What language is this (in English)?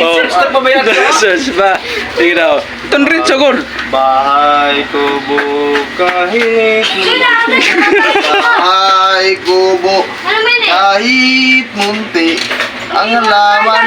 Waray